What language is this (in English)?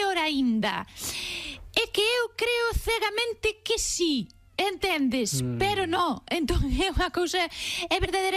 Galician